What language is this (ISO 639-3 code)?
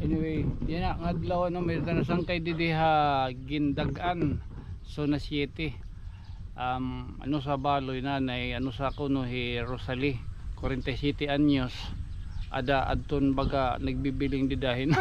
war